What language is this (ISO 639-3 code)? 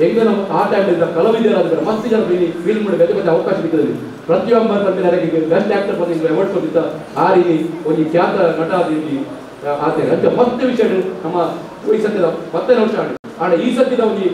tcy